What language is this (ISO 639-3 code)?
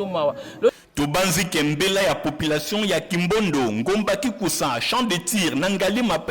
lin